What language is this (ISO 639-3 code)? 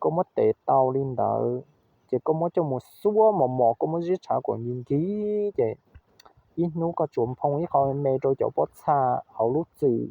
hmn